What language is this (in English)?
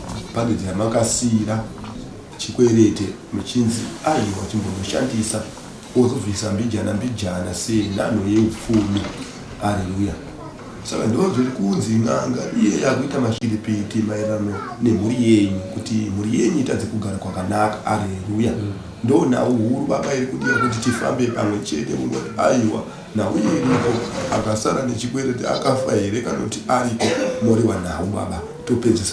Shona